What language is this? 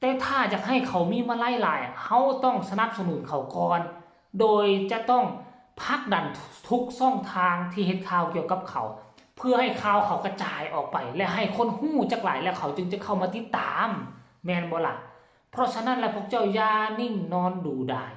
Northeastern Thai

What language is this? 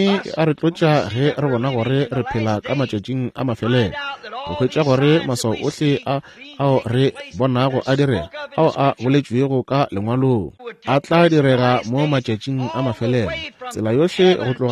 Northern Sotho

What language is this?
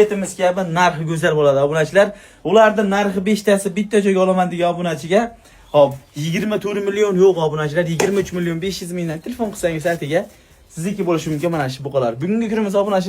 Uzbek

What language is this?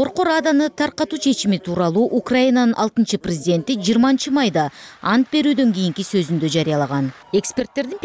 Kyrgyz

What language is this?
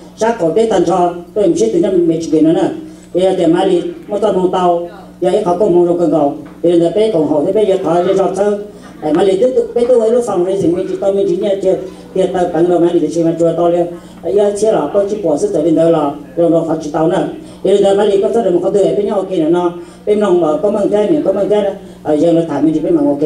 Hmong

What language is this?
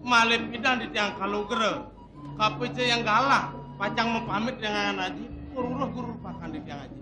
Balinese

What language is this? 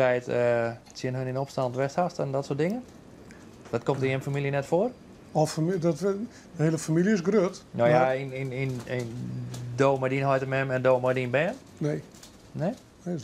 Western Frisian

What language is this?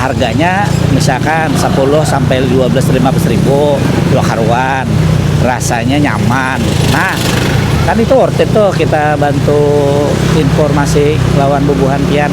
Banjar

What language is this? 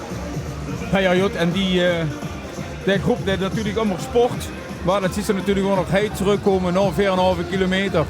Limburgish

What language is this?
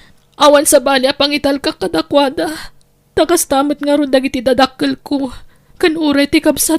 Iloko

